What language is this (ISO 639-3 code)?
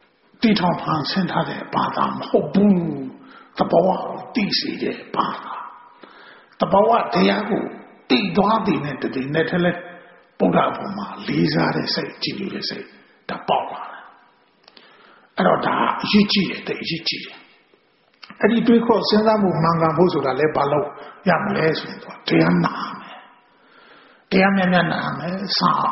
mya